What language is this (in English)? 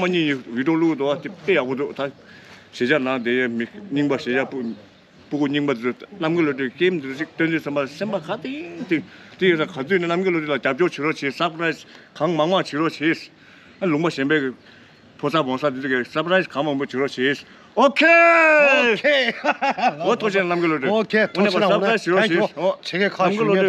Tibetan